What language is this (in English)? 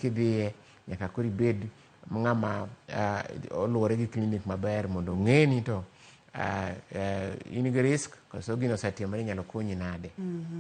Luo (Kenya and Tanzania)